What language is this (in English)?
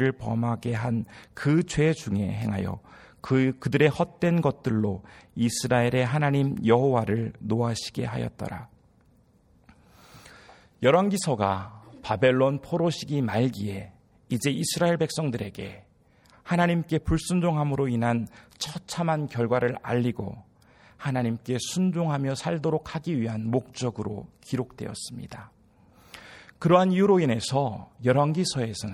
Korean